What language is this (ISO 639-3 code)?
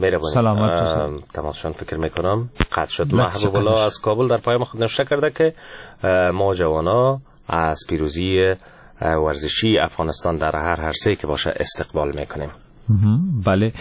fas